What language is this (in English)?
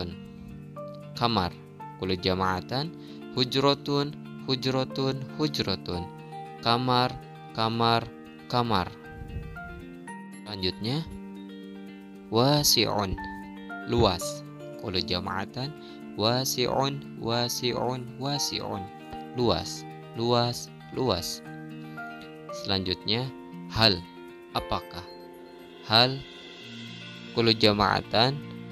Indonesian